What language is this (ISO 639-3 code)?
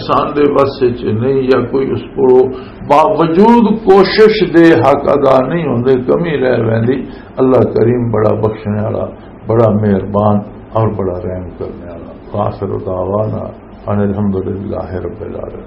lah